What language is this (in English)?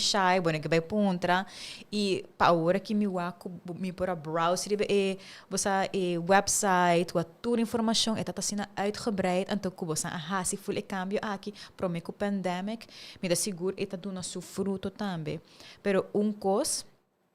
Papiamento